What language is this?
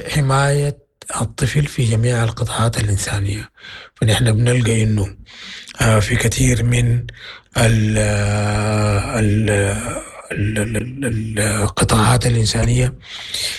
Sudanese Arabic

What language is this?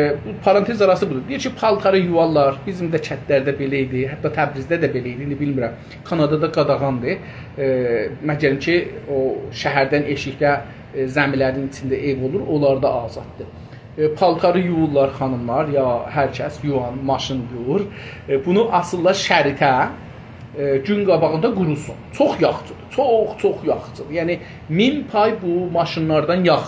South Azerbaijani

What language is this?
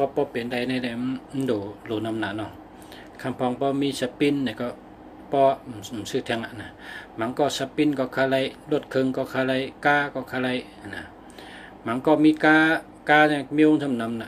Shan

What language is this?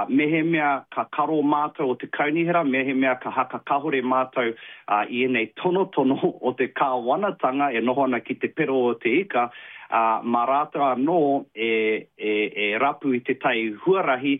Māori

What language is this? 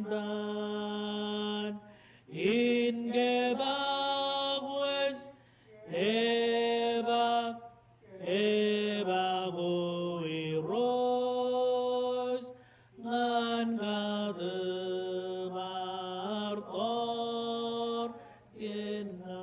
Marshallese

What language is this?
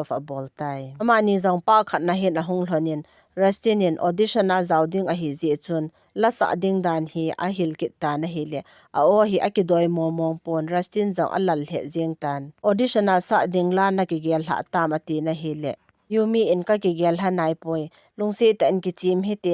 Thado Chin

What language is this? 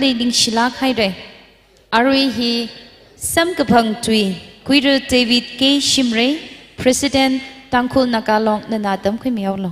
Tangkhul Naga (India)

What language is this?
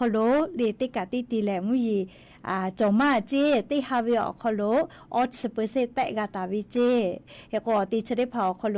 Lahu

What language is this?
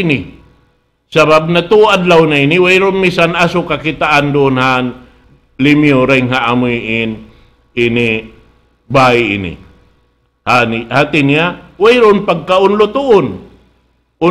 Tausug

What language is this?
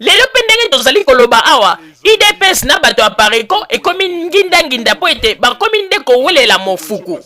Lingala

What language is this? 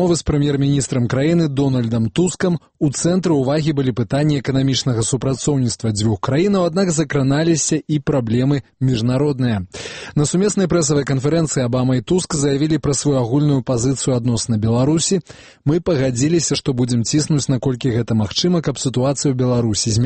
Belarusian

